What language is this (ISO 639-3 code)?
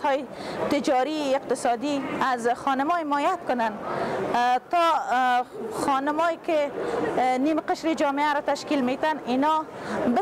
pus